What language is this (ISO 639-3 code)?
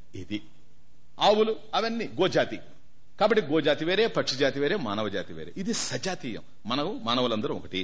tel